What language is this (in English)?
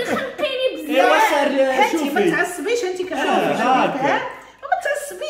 Moroccan Arabic